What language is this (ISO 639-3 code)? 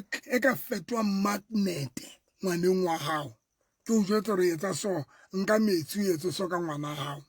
sot